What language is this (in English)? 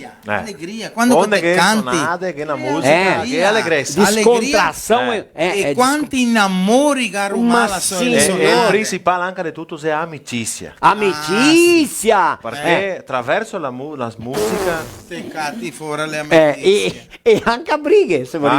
Venetian